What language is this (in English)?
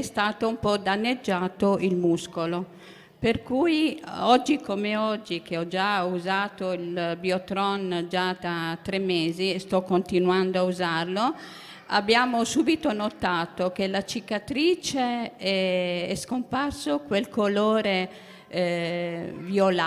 Italian